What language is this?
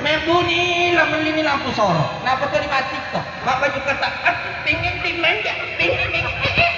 Buginese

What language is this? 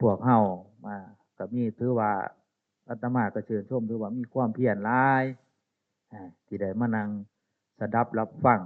Northeastern Thai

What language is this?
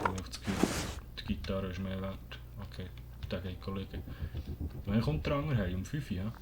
Swiss German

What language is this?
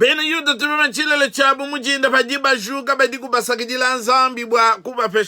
Luba-Lulua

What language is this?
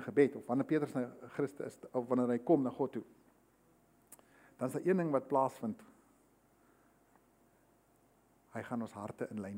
Afrikaans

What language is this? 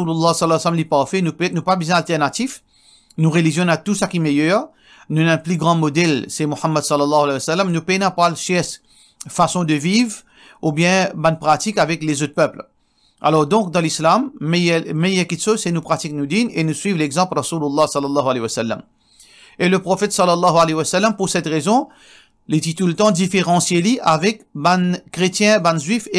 Morisyen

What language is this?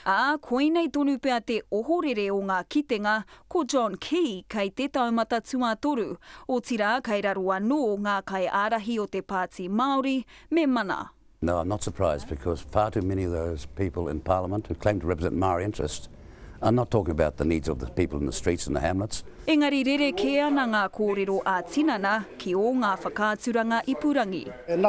Māori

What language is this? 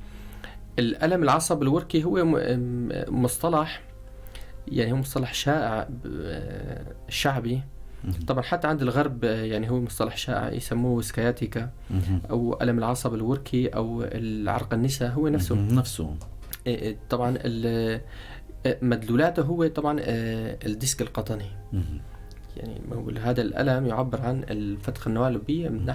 North Levantine Arabic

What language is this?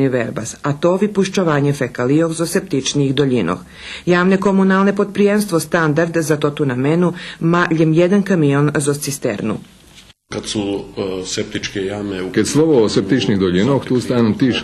Rusyn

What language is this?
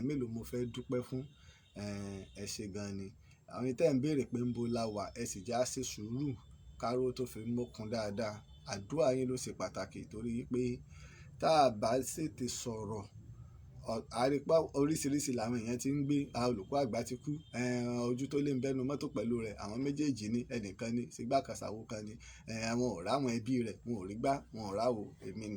Yoruba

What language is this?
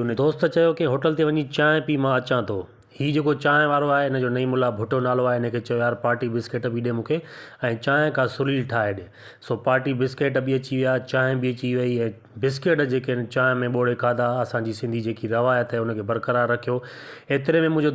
Sindhi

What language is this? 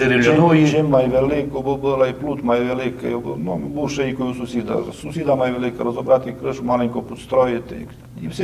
Rusyn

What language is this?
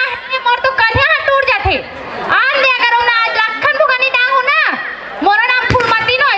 Chhattisgarhi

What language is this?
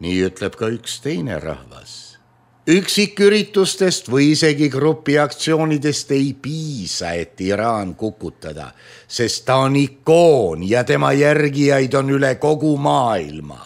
Estonian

